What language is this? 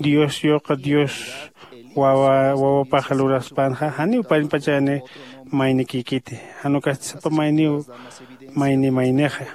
Aymara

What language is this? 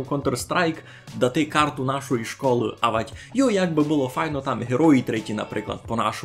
Rusyn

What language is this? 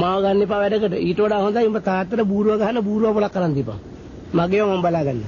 Sinhala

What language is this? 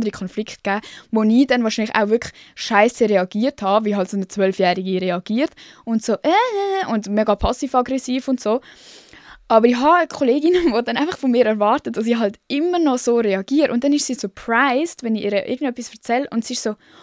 Swiss German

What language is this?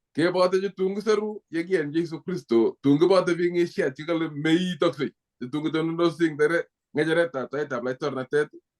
Kalenjin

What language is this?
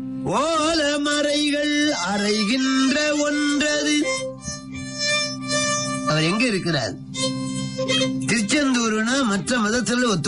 Tamil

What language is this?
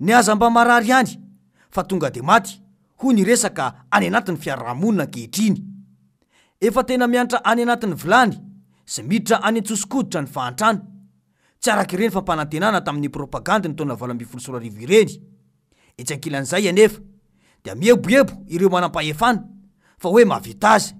Malagasy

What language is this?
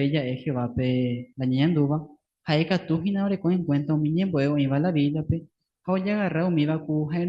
Guarani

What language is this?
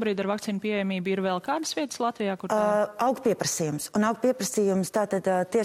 Latvian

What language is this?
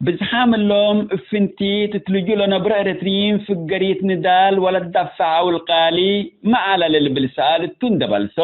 Tigre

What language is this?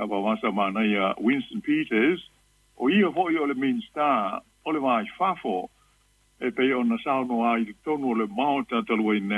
Samoan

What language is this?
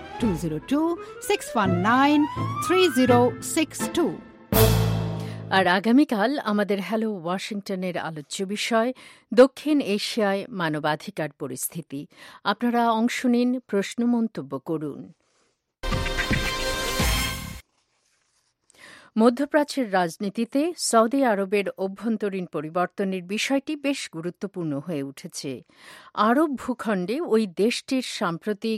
Bangla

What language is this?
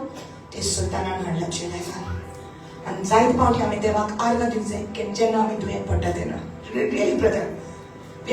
Konkani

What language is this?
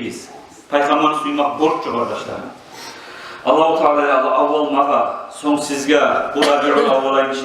Kumyk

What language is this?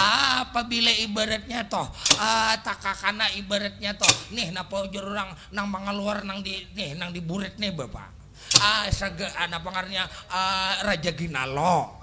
Banjar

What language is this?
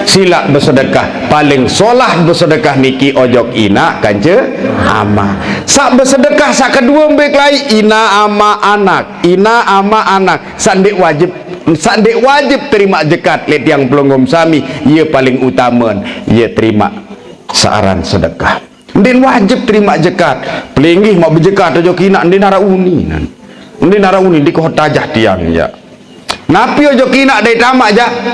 Sasak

